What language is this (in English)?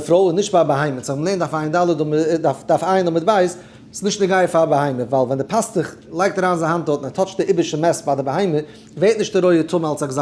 Yiddish